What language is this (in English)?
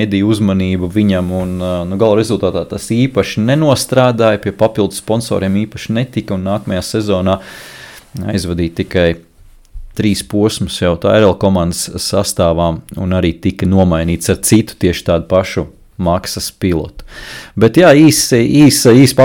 Latvian